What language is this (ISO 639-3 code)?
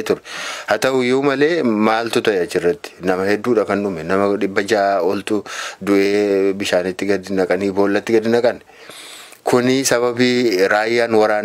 orm